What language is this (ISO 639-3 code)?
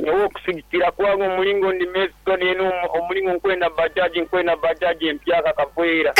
nyn